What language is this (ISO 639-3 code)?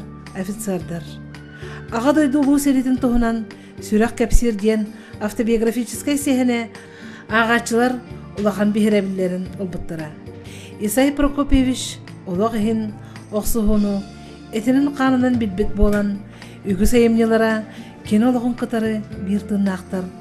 sah